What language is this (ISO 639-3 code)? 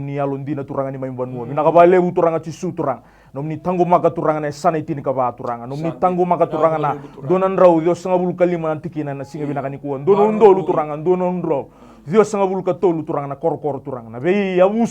fij